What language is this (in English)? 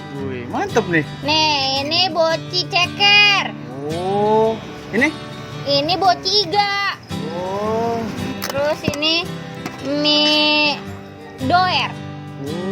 Betawi